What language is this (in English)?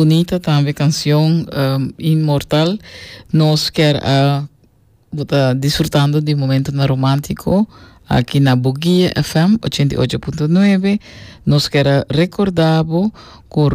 Papiamento